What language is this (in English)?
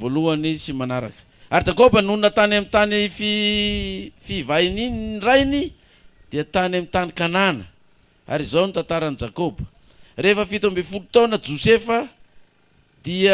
Malagasy